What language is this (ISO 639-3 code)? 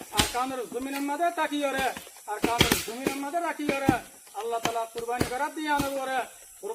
rhg